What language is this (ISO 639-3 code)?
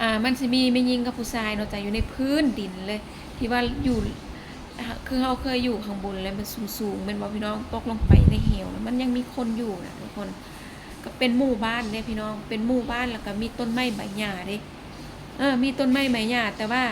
lao